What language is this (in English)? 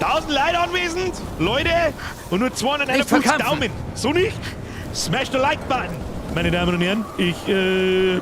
Bavarian